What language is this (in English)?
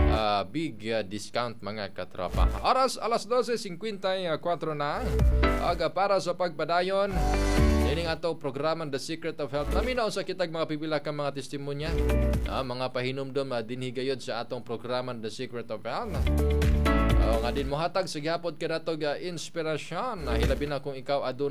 Cebuano